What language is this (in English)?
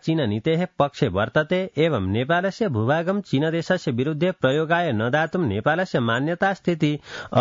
Sanskrit